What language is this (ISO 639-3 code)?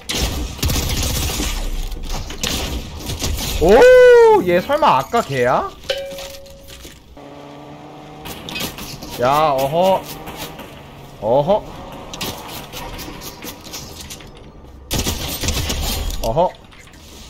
kor